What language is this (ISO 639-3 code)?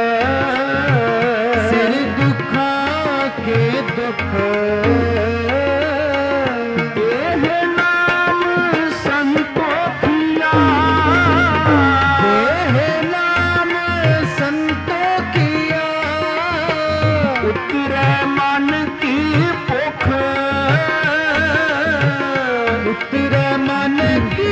pan